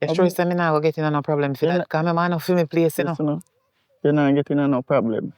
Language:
Jamaican Creole English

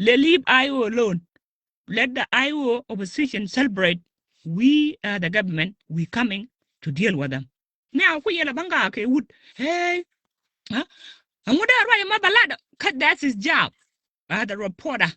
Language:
Nuer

